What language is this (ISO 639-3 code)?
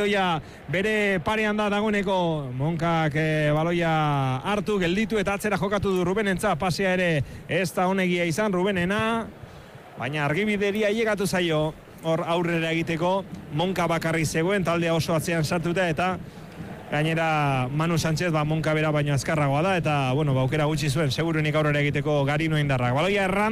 eus